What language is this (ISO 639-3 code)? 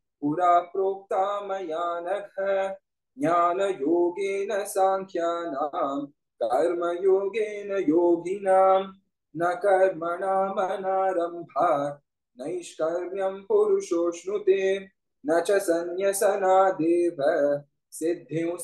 san